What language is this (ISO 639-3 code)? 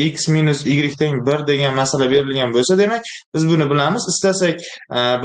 uzb